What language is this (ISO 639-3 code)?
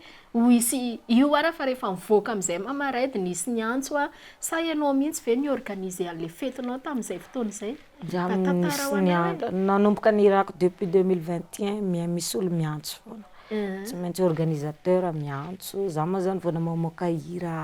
mlg